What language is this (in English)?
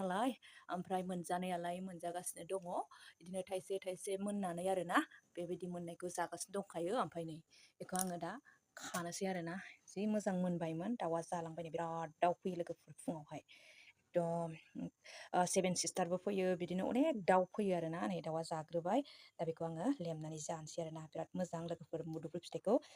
Bodo